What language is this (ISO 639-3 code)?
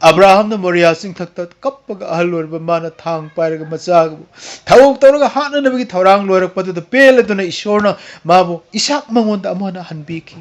mni